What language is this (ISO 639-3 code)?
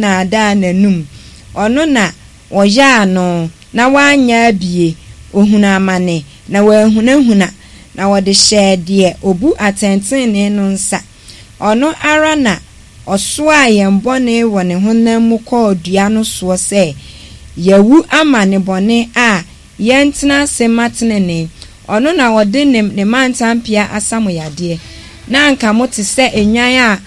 aka